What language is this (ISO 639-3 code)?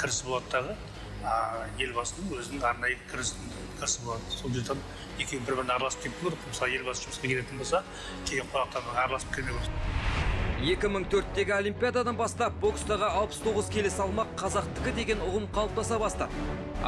kaz